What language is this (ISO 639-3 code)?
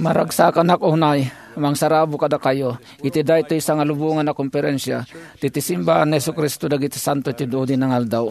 ilo